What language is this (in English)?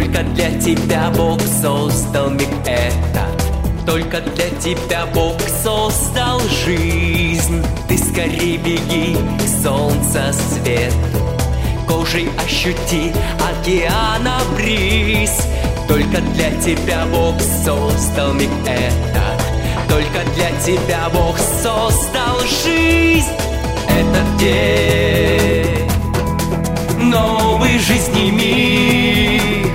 Russian